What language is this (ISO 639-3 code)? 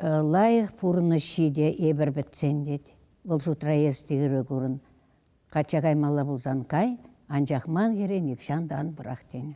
chv